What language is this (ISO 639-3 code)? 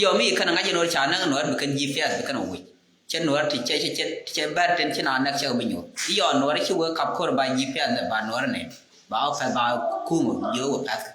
nus